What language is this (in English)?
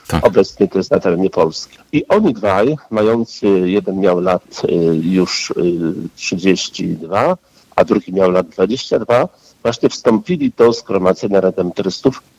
Polish